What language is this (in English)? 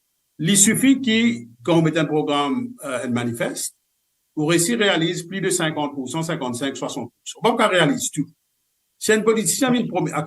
Morisyen